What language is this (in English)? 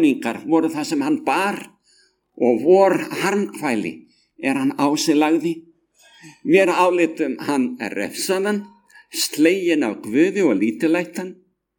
Icelandic